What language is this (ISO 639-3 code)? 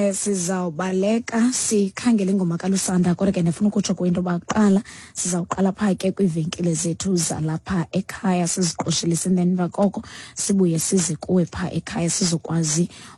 xho